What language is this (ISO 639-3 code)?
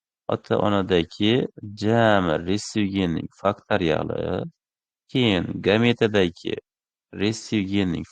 uzb